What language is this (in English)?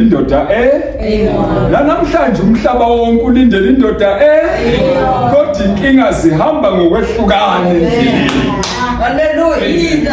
Zulu